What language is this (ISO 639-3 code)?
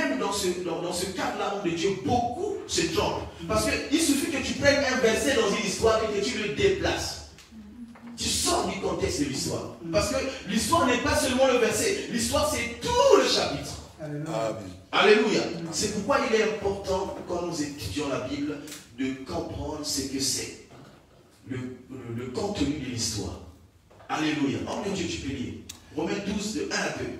fra